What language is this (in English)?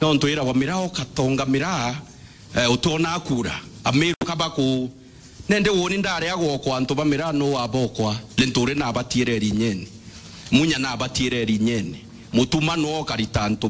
Meru